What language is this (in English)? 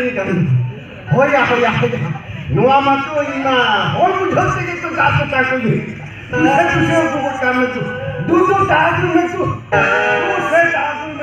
Santali